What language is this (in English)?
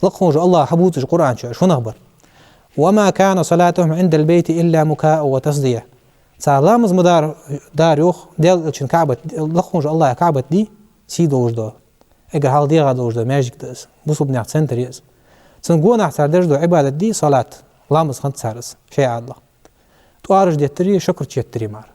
Ingush